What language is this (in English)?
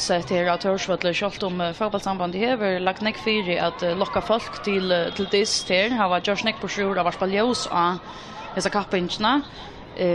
Faroese